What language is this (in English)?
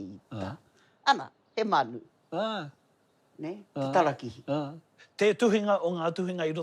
Māori